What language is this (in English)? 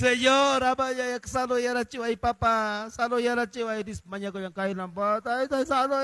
Quechua